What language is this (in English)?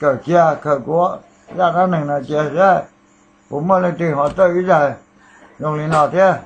Hmong